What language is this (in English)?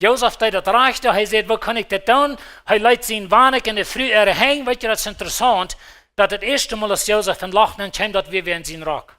Plautdietsch